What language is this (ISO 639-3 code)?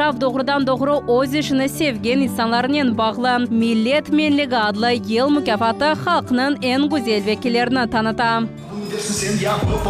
crh